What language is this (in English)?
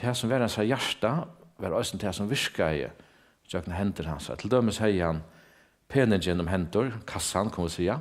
Faroese